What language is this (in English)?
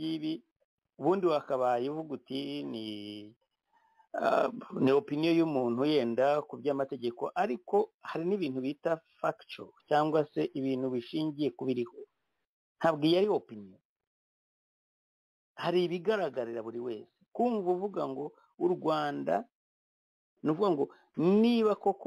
Kinyarwanda